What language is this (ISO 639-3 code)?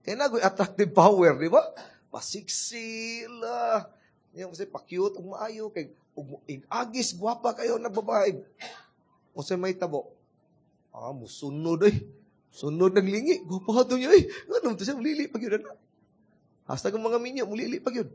ceb